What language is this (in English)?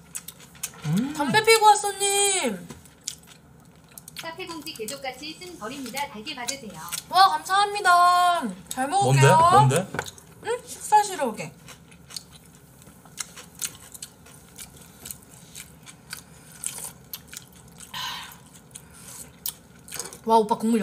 Korean